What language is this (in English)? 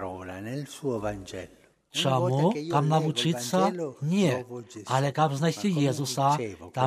Belarusian